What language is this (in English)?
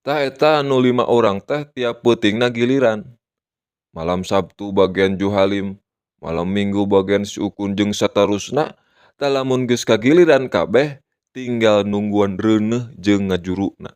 Sundanese